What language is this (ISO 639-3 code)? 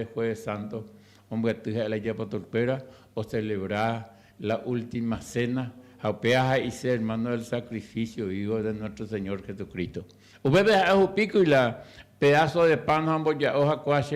grn